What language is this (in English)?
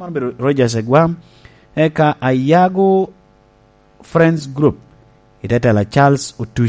Lango (Uganda)